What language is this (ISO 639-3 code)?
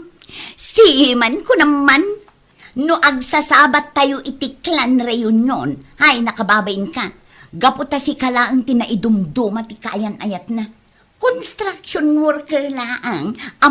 ilo